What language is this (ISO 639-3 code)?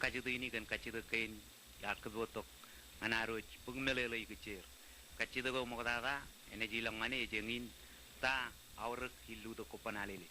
mah